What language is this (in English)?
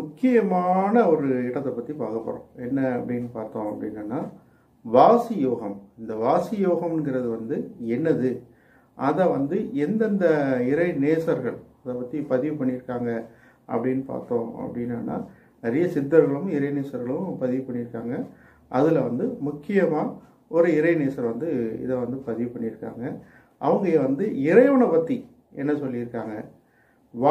Tamil